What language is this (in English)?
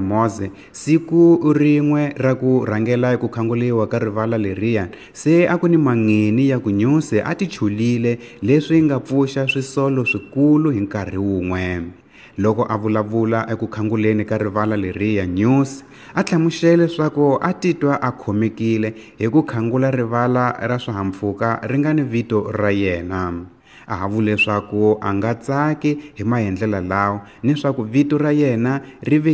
Tsonga